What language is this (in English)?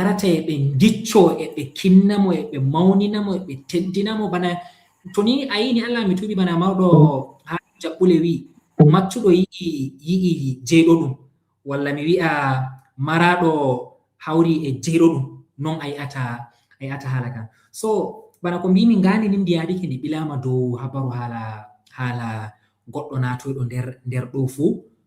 Fula